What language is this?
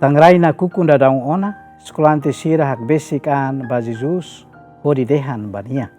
Tetum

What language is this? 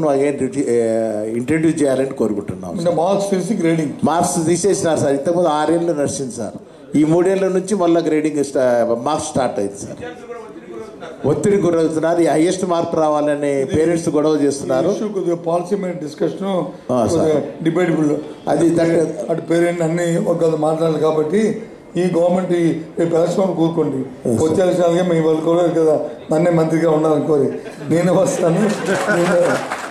Telugu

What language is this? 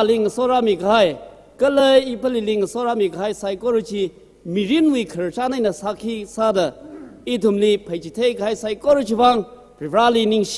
Tangkhul Naga (India)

